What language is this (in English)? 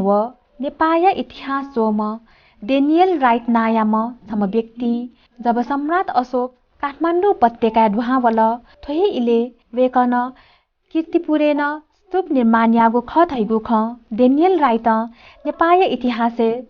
Newari